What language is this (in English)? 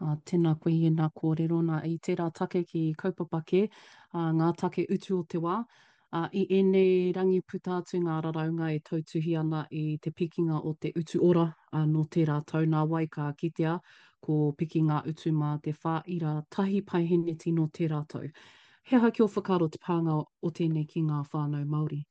Māori